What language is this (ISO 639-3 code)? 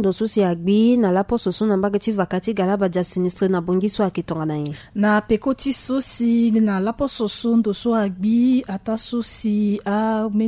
sag